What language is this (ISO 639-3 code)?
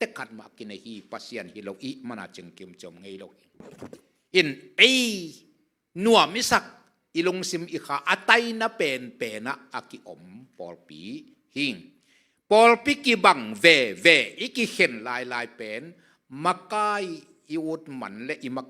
ctd